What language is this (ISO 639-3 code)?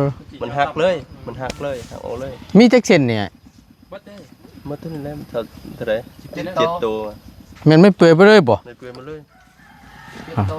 tts